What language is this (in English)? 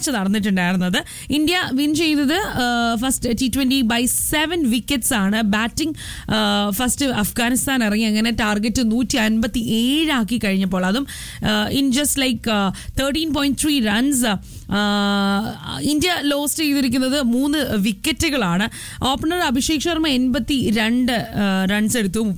Malayalam